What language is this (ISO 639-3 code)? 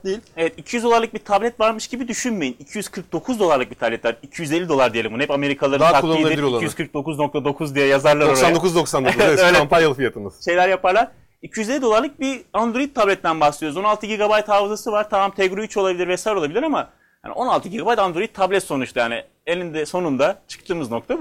tur